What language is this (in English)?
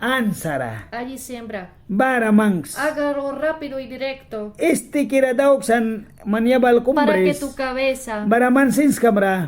Mískito